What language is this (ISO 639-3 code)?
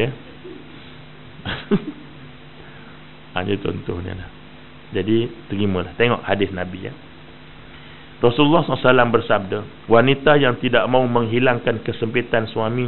msa